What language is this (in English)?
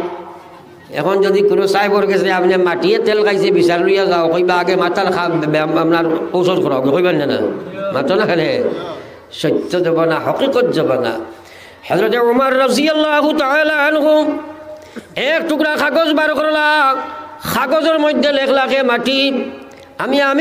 Sylheti